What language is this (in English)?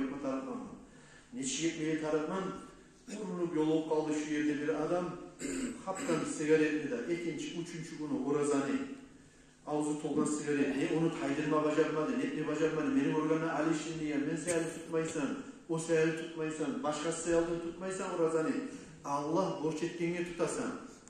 Kumyk